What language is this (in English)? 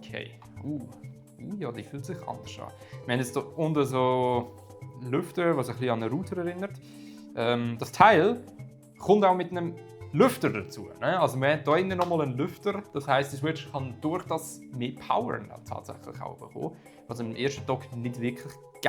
Swiss German